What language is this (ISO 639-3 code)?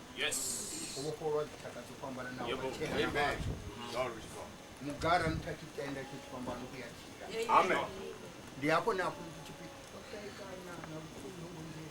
ven